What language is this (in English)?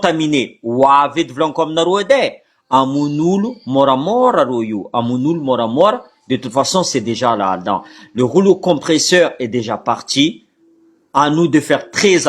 Malagasy